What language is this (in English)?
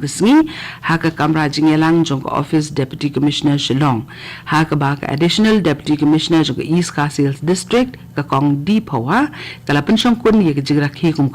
Khasi